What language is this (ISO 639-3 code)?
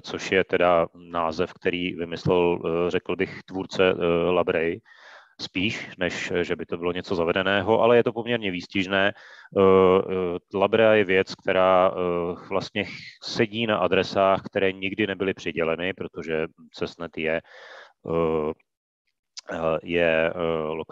ces